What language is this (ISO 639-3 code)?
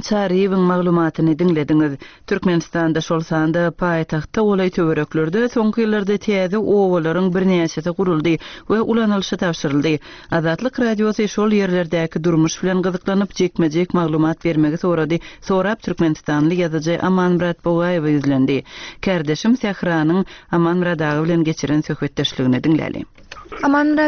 tuk